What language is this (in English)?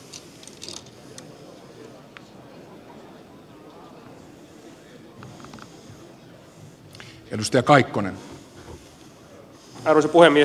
Finnish